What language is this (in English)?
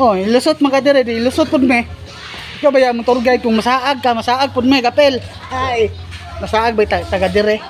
Cebuano